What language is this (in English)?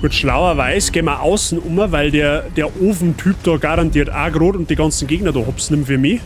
Bavarian